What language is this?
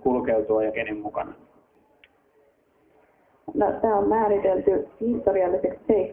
Finnish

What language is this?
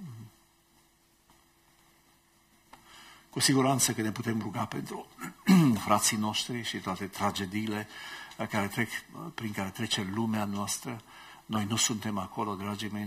Romanian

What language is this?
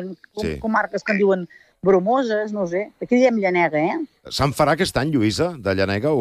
Catalan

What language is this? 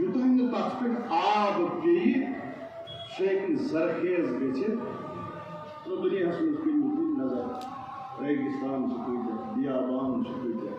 Kashmiri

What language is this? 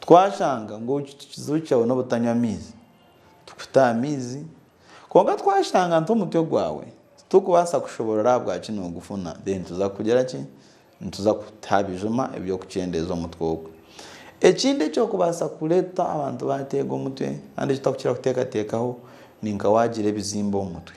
Nyankole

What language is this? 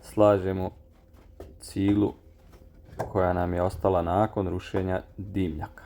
Serbian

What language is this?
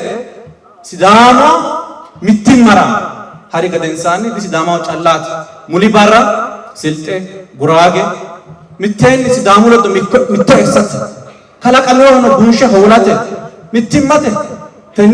Sidamo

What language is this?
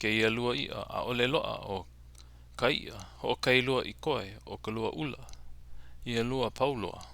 Hawaiian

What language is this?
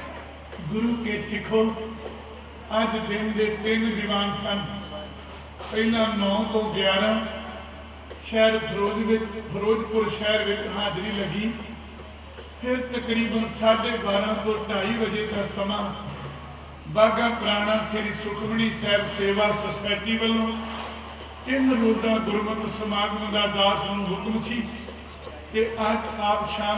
Punjabi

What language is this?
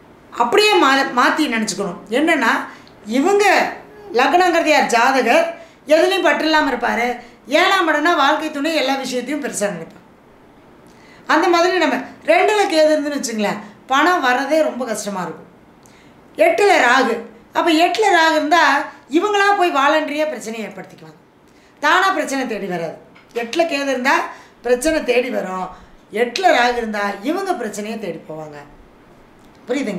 Tamil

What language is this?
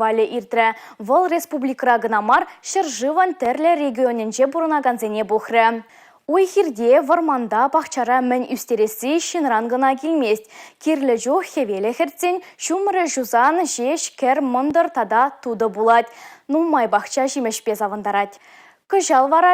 Chuvash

